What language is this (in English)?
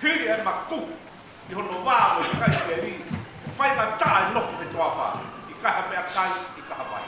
Tongan